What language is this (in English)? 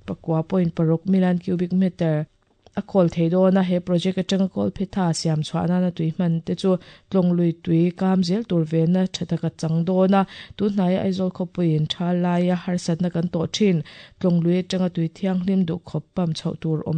Mizo